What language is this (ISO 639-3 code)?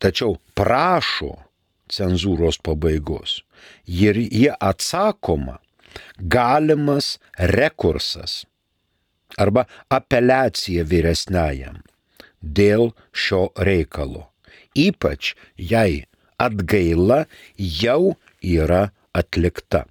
lit